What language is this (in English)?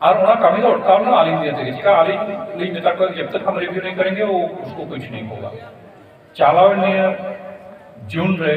Santali